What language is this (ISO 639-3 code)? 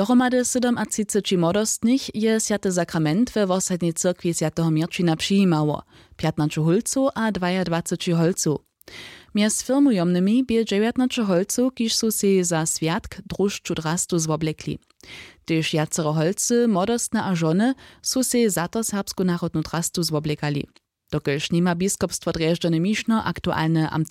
hsb